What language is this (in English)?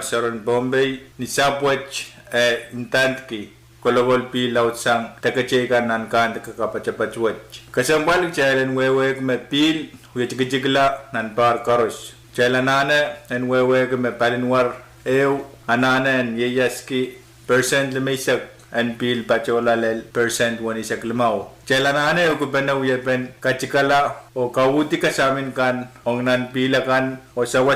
Pohnpeian